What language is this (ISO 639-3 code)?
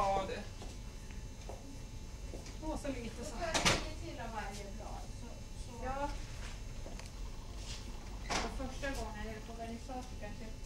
swe